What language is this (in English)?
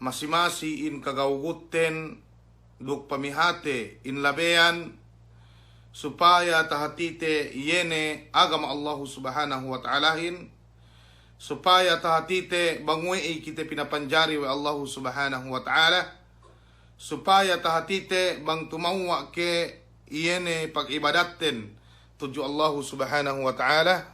Yakan